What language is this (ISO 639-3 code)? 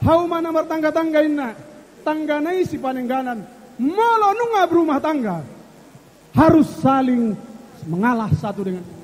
bbc